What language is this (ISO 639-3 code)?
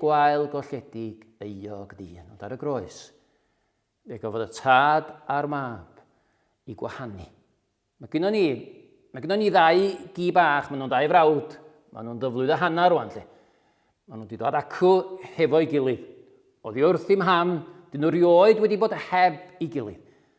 cym